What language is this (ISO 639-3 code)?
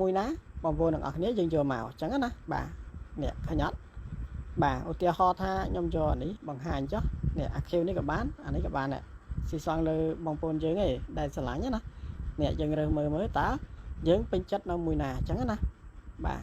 khm